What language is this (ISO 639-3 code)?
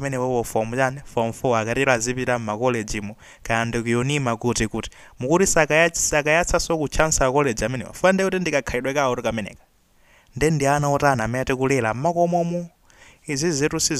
nya